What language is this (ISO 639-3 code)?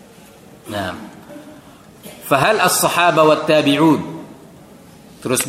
ind